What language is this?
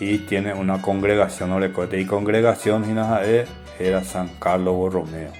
Guarani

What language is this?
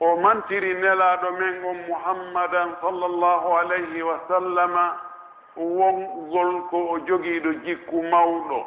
Pular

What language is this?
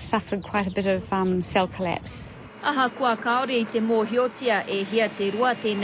Māori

